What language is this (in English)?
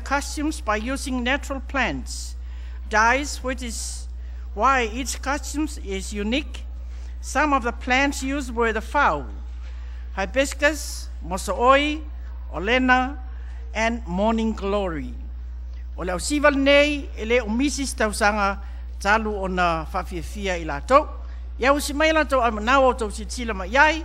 Samoan